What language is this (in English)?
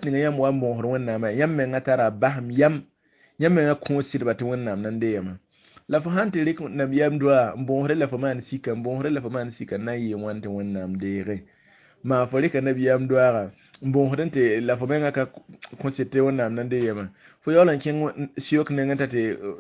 Mossi